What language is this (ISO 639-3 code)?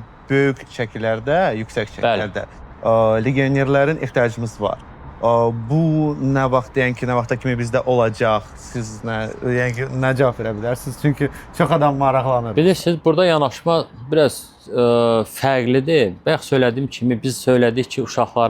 aze